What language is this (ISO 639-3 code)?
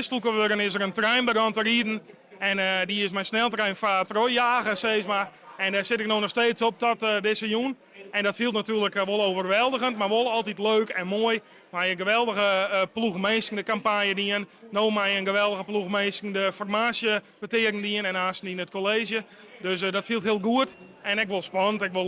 fry